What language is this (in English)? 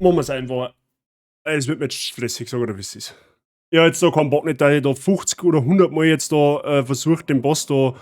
Bavarian